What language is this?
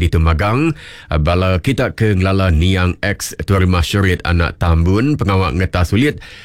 Iban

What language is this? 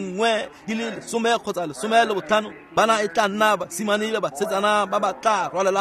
Tswana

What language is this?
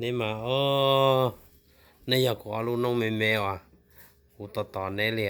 Hmong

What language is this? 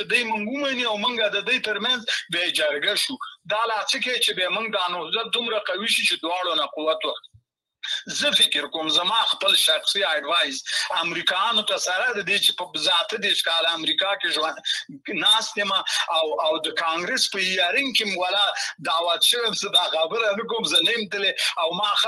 Pashto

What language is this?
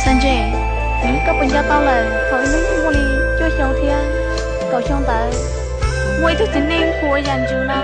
Hmong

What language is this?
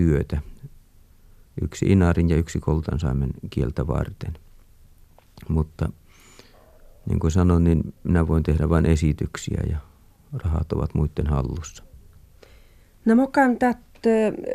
Finnish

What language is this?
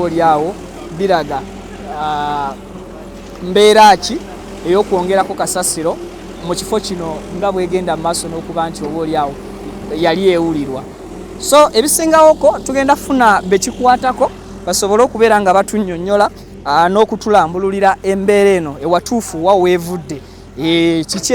Ganda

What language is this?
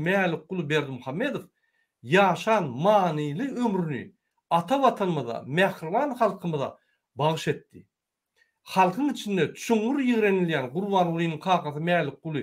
Turkmen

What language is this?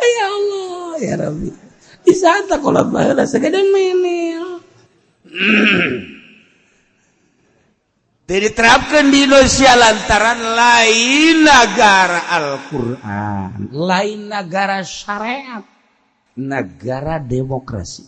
Sundanese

